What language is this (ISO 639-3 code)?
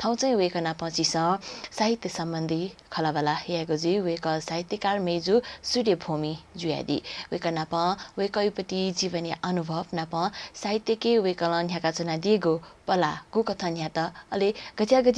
new